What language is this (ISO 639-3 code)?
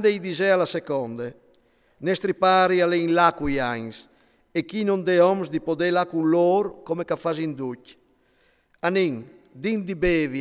fur